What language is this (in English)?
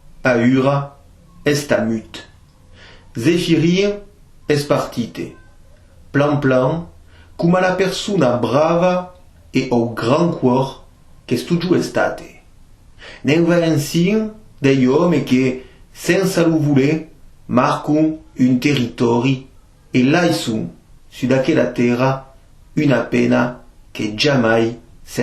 Occitan